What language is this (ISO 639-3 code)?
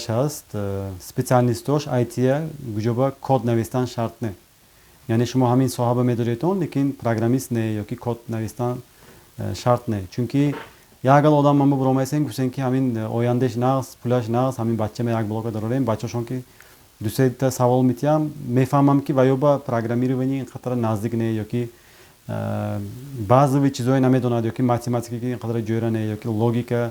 tgk